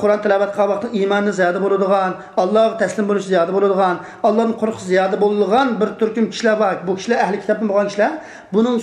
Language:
Uyghur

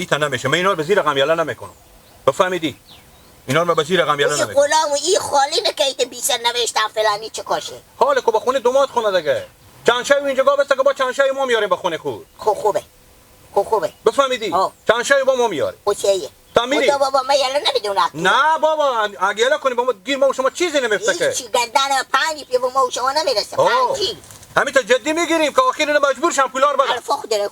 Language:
Persian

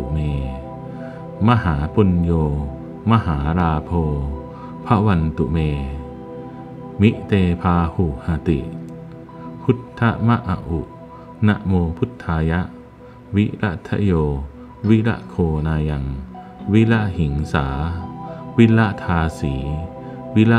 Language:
Pali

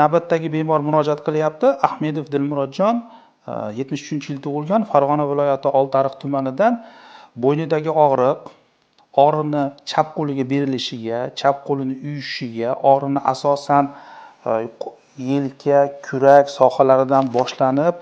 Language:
Uzbek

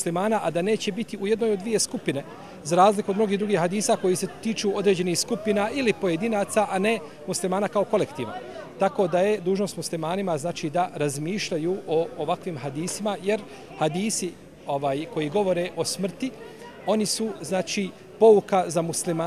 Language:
Bosnian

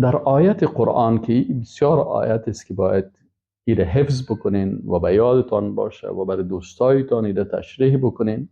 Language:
Persian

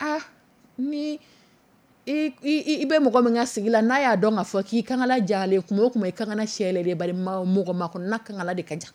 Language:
Dyula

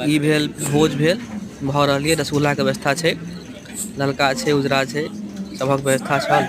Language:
Maithili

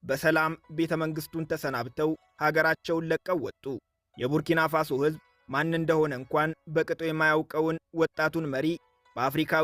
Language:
Amharic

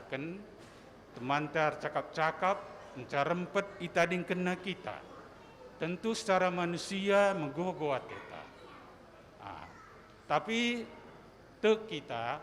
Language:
Batak Karo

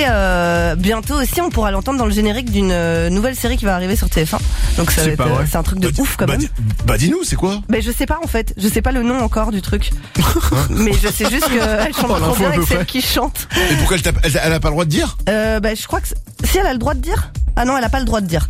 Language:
French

